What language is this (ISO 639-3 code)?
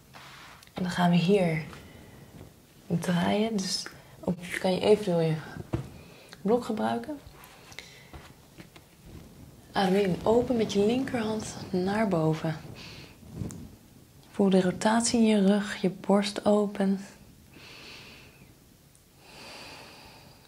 nld